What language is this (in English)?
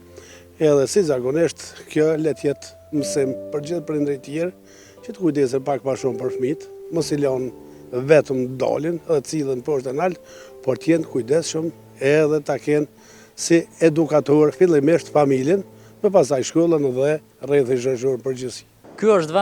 Albanian